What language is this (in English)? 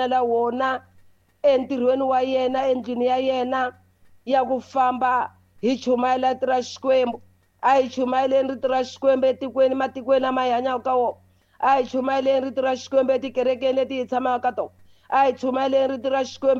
Tsonga